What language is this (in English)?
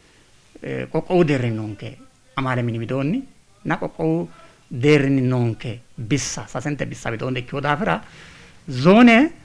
Sidamo